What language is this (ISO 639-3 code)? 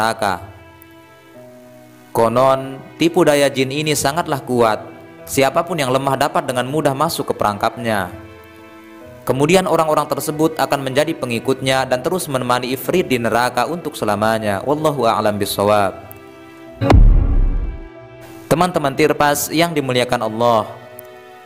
ind